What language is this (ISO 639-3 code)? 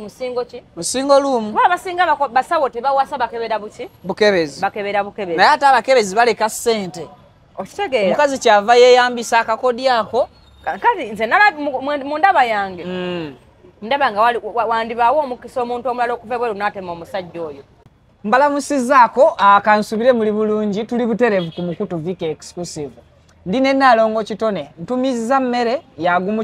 lug